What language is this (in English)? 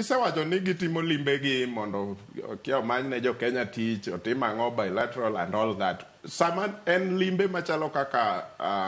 Luo (Kenya and Tanzania)